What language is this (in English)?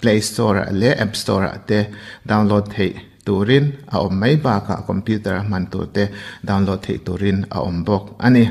Mizo